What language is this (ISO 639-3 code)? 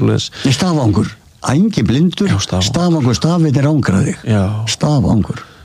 isl